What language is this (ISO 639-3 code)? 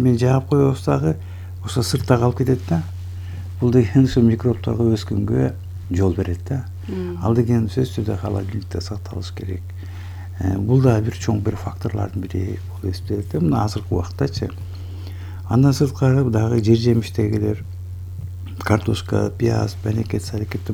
kir